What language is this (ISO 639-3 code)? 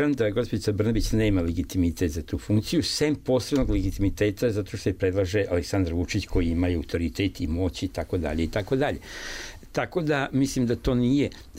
srp